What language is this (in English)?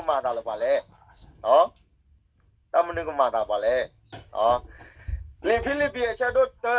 S'gaw Karen